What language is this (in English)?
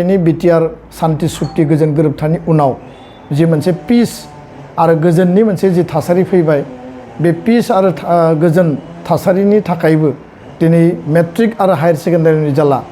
Bodo